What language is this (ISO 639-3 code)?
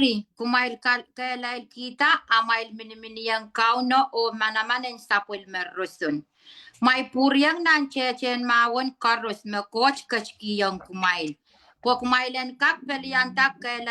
pon